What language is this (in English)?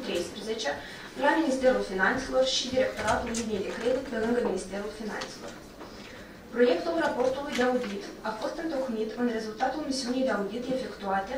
Romanian